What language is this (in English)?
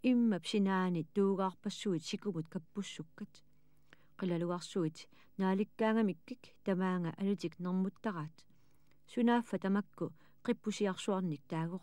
Kalaallisut